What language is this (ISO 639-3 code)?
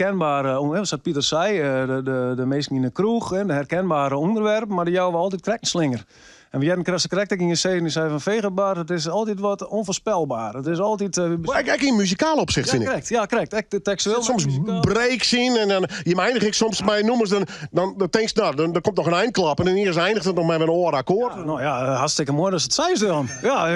fry